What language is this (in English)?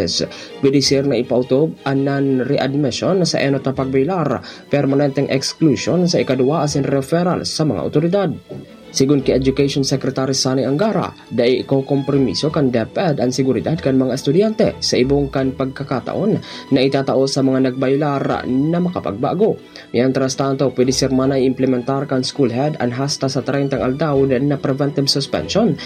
Bikol